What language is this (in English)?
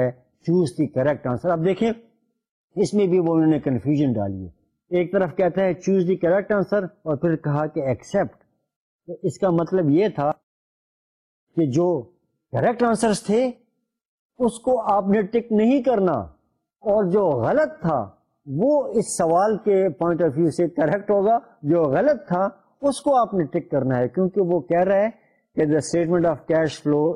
Urdu